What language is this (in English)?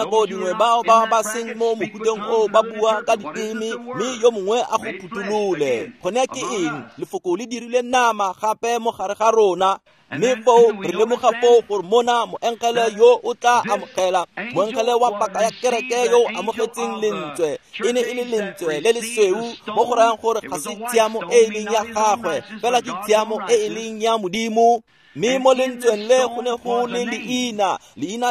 Tswana